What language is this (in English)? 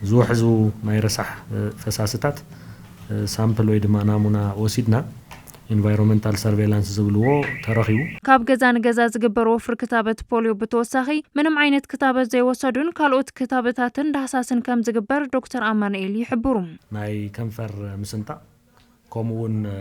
Tigrinya